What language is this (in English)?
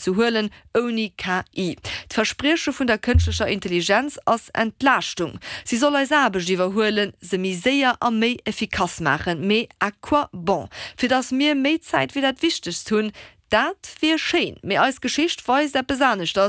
Luxembourgish